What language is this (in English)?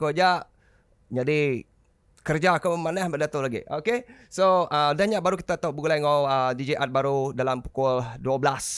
Iban